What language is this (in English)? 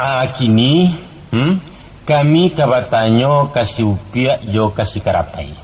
Minangkabau